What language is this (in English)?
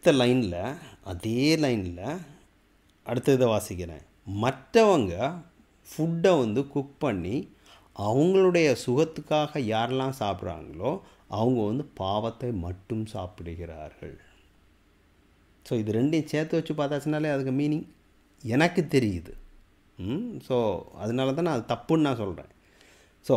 Tamil